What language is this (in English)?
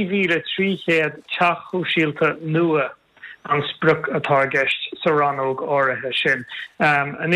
Irish